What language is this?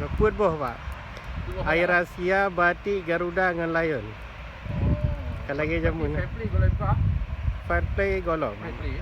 Achinese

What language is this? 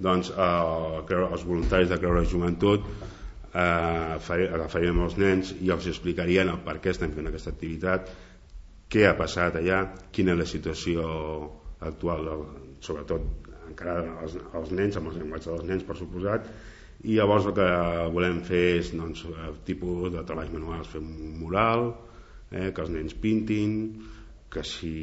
Catalan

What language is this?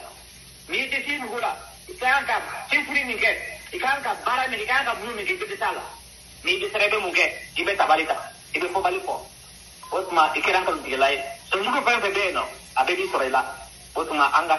Bambara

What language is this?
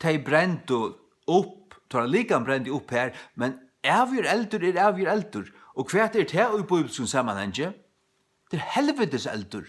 Faroese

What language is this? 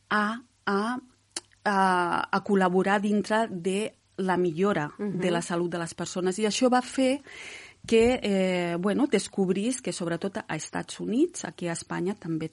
Catalan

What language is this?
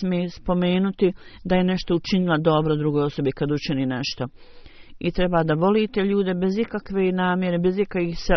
Bosnian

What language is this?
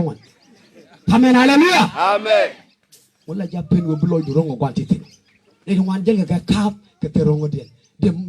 Nuer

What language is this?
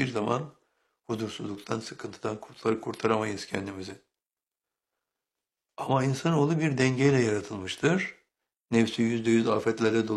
Turkish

